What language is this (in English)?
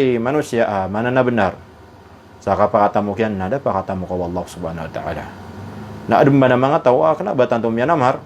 Maranao